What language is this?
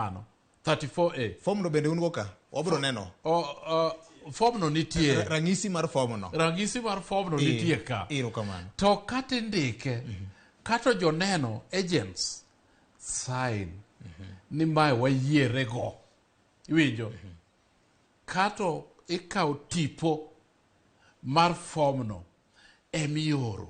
Luo (Kenya and Tanzania)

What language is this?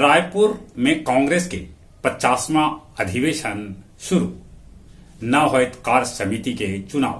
Magahi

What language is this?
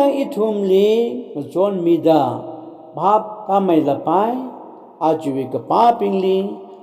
Tangkhul Naga (India)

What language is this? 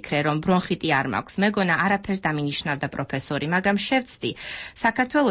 Georgian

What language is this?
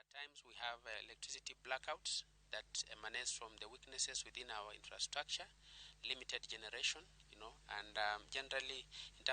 Luo (Kenya and Tanzania)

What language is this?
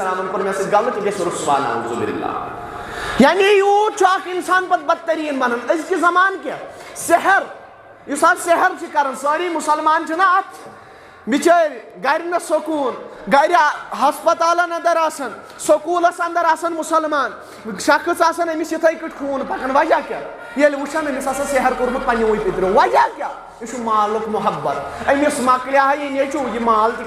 Kashmiri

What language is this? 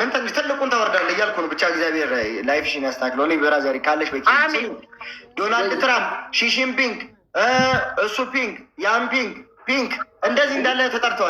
Amharic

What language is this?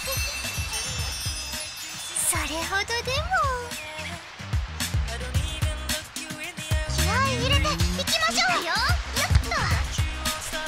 Japanese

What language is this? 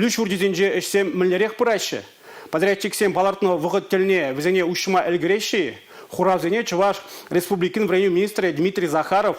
Chuvash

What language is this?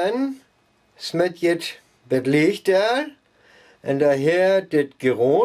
Northern Frisian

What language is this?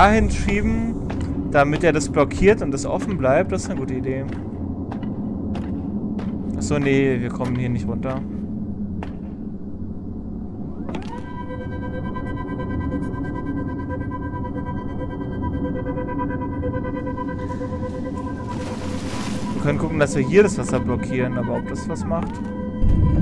German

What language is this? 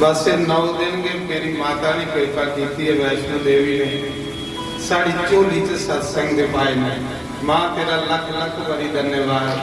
Dogri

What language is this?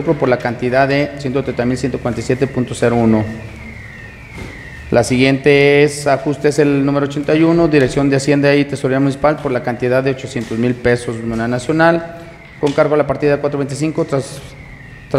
Spanish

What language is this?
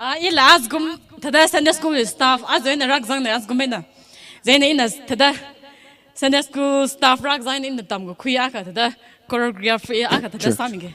Tangkhul Naga (India)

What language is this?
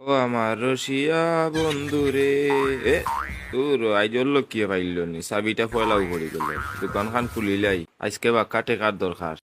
Sylheti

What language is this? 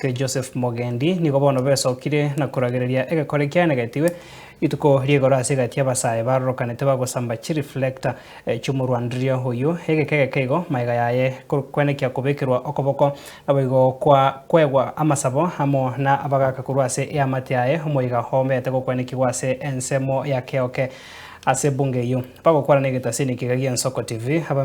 Gusii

